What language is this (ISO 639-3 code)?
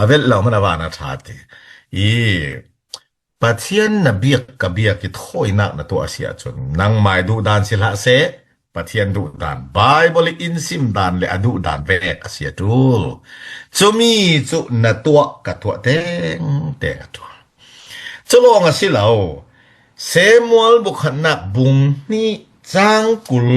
cfm